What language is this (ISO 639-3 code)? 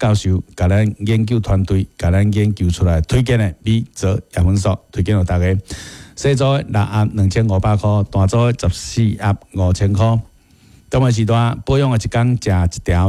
nan